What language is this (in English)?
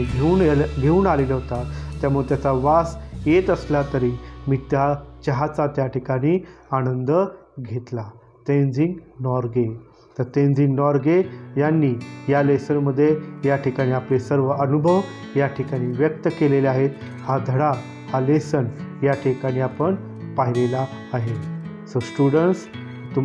Marathi